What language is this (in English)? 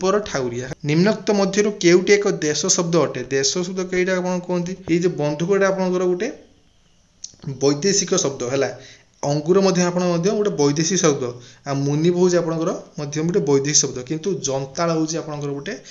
Odia